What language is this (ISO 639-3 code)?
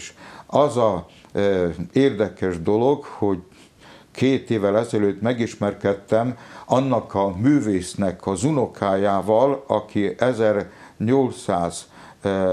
hun